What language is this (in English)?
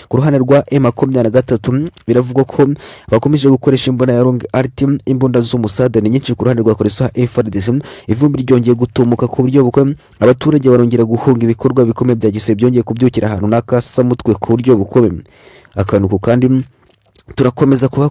Kinyarwanda